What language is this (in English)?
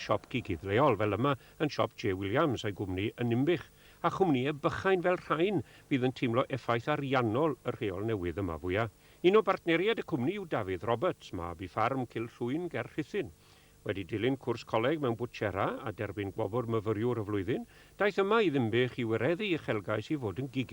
Welsh